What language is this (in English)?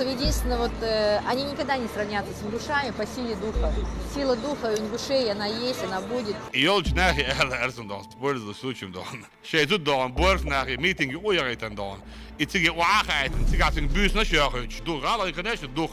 Chechen